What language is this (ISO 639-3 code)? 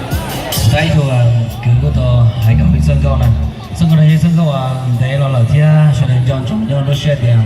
hmn